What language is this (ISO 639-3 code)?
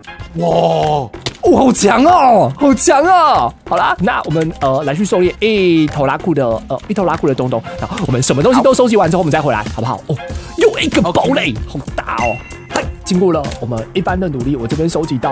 zho